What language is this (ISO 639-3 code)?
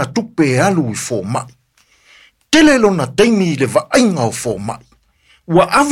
smo